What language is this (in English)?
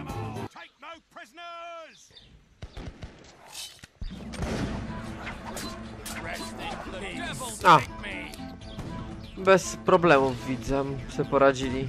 Polish